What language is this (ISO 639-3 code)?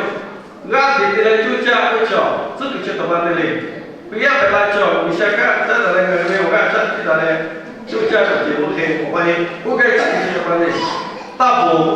lhu